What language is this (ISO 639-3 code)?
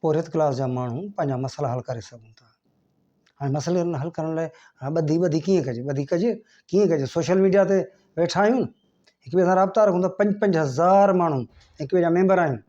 snd